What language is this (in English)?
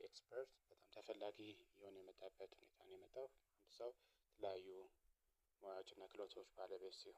Amharic